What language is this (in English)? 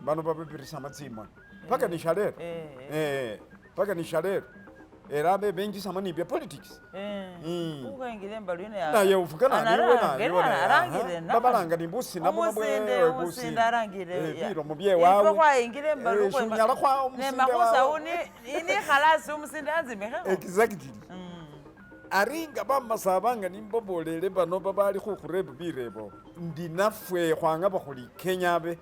Masaaba